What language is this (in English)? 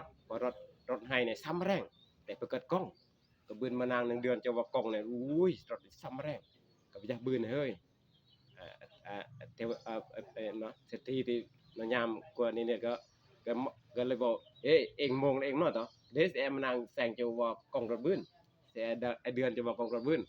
Northeastern Thai